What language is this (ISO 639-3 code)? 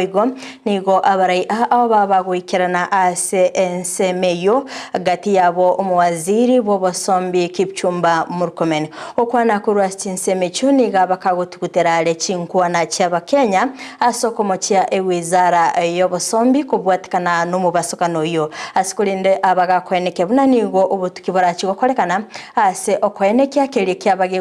guz